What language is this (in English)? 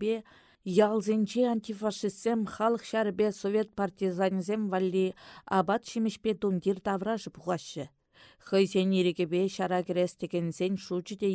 Chuvash